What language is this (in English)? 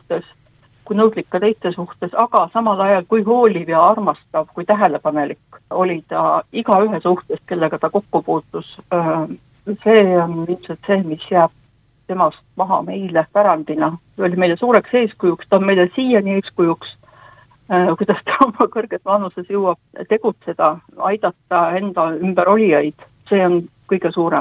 Estonian